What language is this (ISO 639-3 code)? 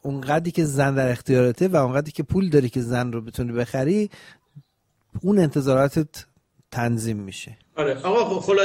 fas